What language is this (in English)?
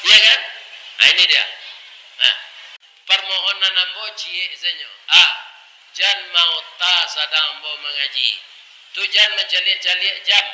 Minangkabau